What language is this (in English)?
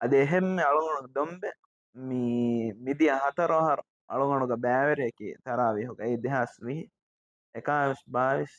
Divehi